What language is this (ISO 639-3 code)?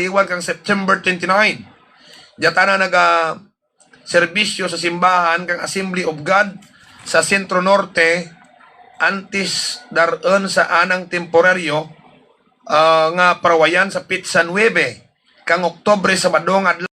hil